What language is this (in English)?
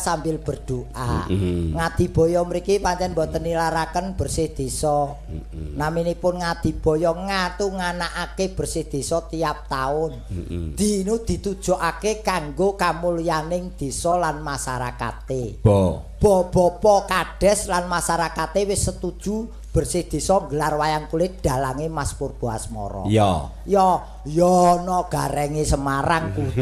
Javanese